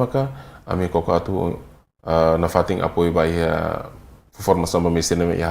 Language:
Tetum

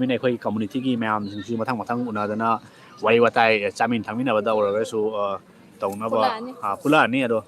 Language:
Manipuri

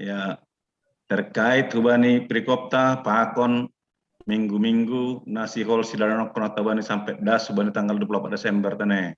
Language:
Batak Simalungun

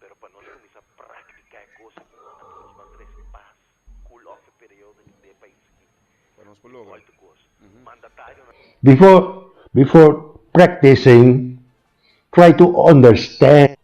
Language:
Papiamento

